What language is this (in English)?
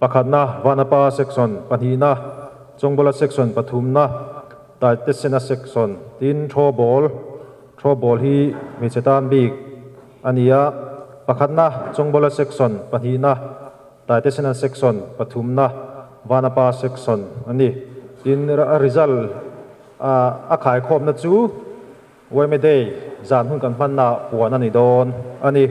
Mizo